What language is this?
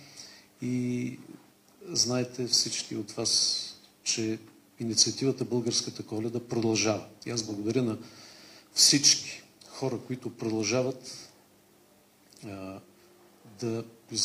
Bulgarian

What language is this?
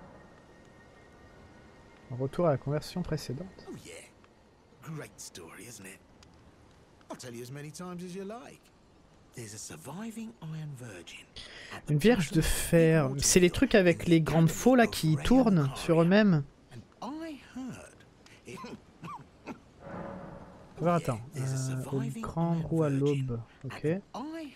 French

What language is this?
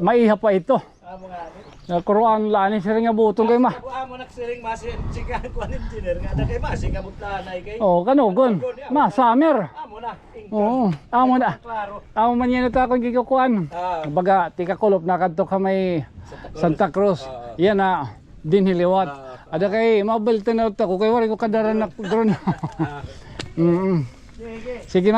Waray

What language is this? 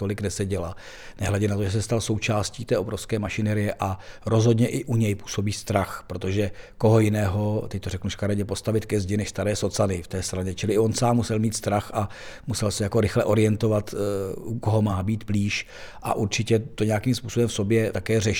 Czech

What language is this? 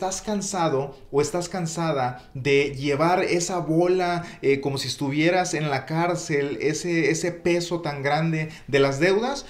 Spanish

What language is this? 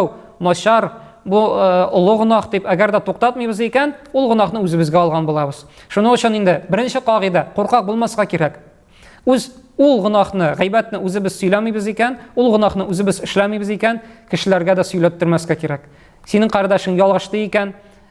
Tatar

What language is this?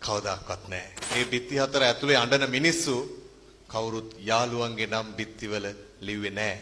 Sinhala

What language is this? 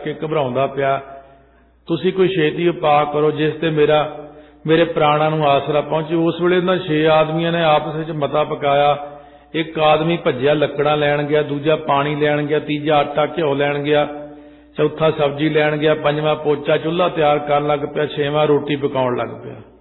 Punjabi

